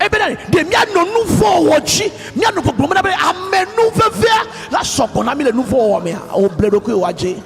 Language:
Ewe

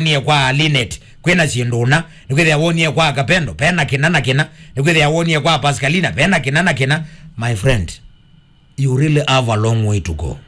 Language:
Kamba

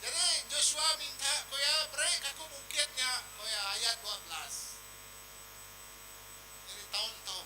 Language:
Iban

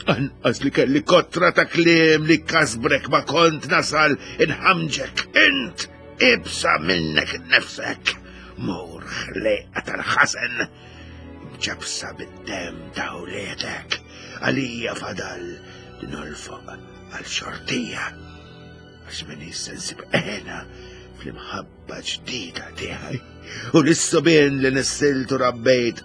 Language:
Maltese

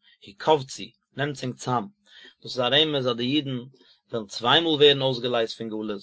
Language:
Yiddish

